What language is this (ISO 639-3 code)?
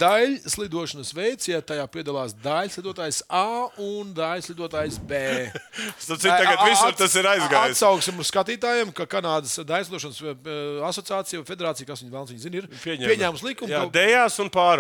lav